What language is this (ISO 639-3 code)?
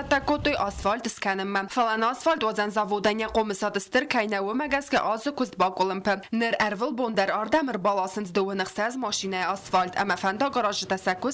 oss